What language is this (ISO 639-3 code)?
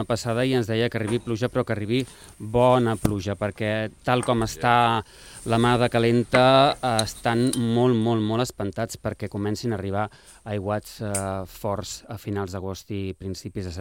cat